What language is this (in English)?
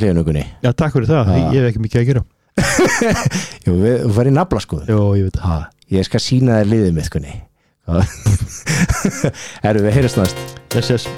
Icelandic